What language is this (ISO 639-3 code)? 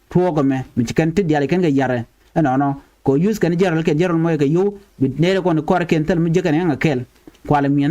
nus